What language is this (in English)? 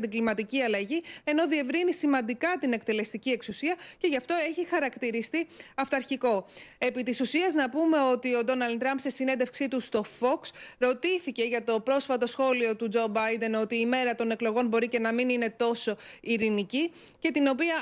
Greek